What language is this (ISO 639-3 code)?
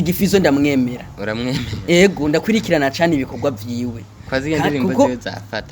run